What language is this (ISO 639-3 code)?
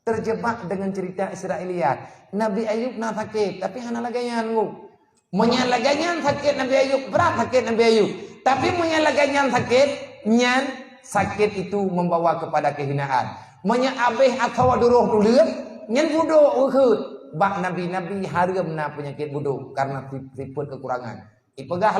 ace